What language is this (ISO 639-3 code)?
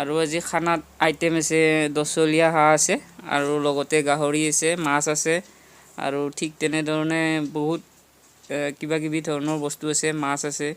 asm